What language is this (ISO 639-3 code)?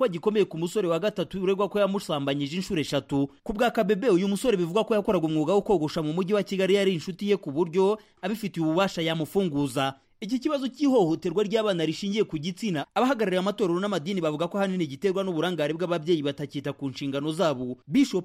kin